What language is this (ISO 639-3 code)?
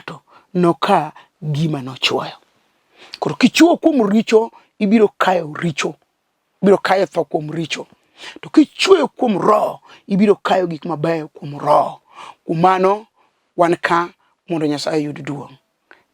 luo